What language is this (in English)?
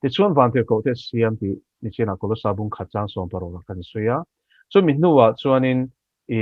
Mizo